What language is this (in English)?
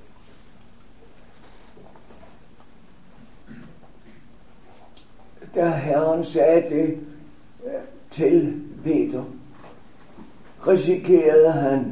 Danish